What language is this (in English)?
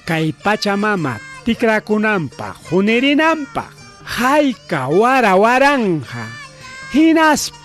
Ayacucho Quechua